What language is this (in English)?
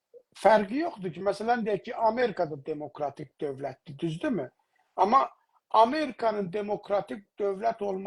South Azerbaijani